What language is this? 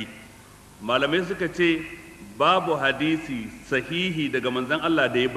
Hausa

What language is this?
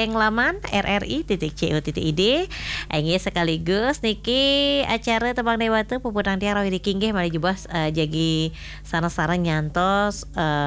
Balinese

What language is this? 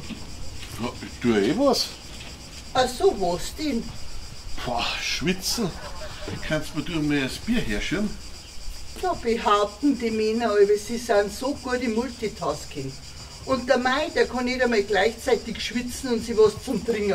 Bavarian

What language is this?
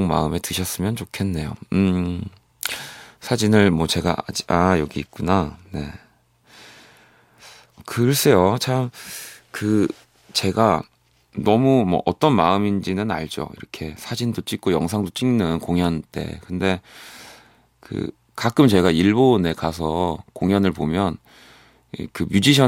Korean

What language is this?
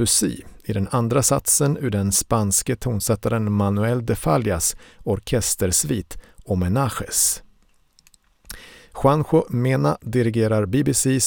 Swedish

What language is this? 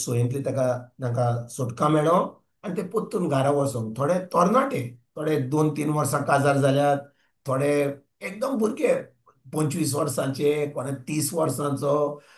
Konkani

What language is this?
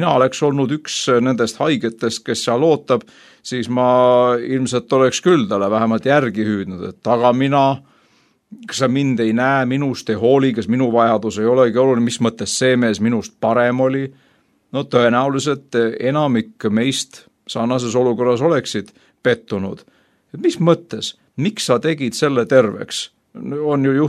Estonian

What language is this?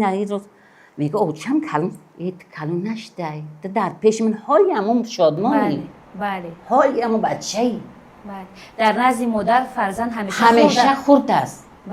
Tajik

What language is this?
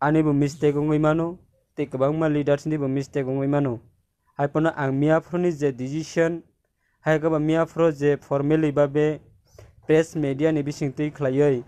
Kok Borok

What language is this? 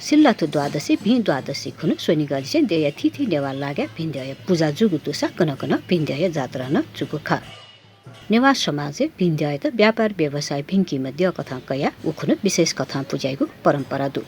Newari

